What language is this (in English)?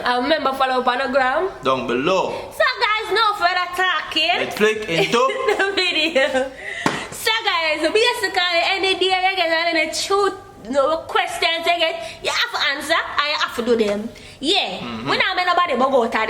Jamaican Creole English